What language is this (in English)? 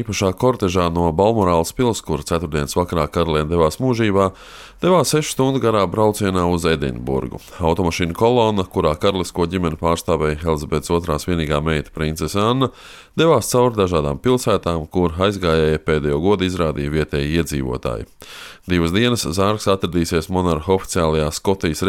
Latvian